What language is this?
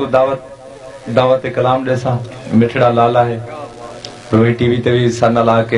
Saraiki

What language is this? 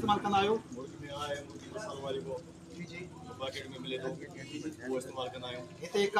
Sindhi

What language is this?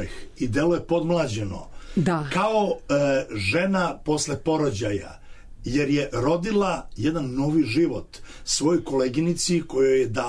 Serbian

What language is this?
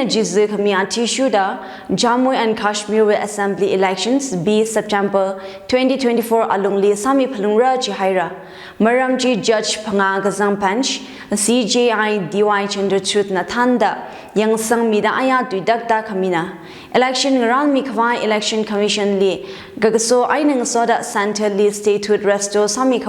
Tangkhul Naga (India)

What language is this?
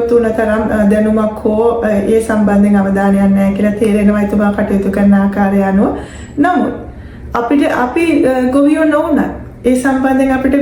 Sinhala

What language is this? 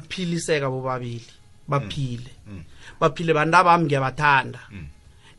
South Ndebele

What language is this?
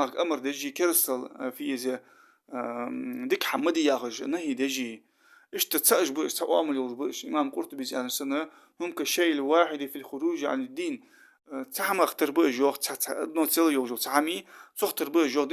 Ingush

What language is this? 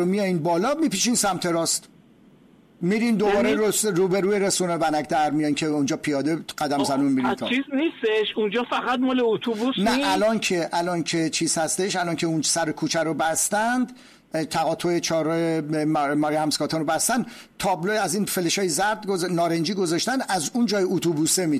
Persian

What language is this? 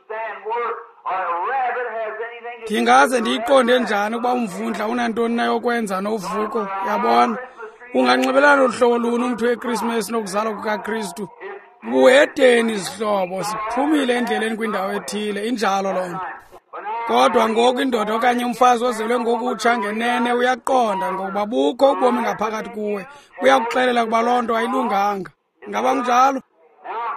Xhosa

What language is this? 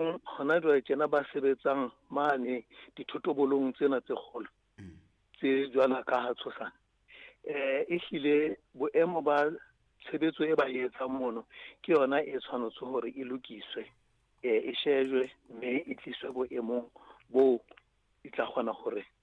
Southern Sotho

